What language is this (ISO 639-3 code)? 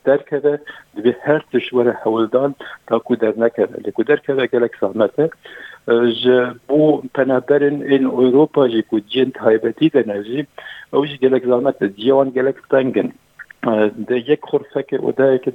kur